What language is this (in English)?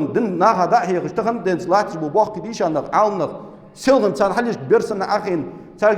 Ingush